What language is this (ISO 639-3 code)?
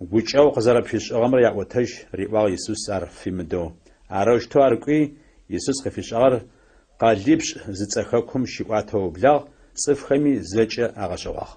ady